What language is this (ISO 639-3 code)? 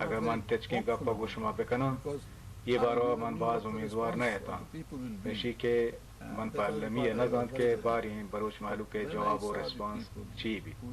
bal